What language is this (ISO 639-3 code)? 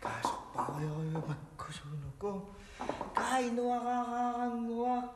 kal